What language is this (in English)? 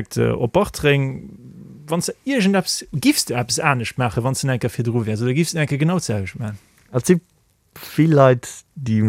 Luxembourgish